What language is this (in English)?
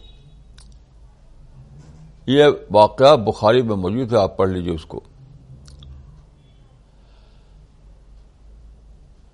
Urdu